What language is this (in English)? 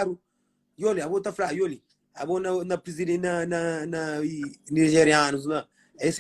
Kabuverdianu